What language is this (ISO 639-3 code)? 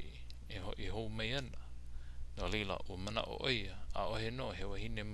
haw